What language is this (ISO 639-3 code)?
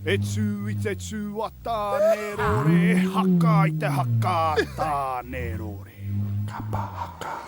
mri